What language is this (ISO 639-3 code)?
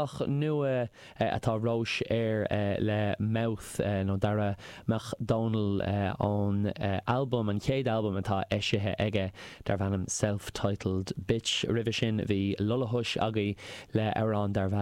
gle